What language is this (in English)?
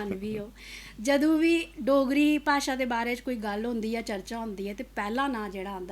Dogri